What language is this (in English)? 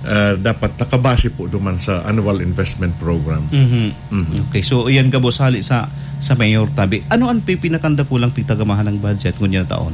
Bikol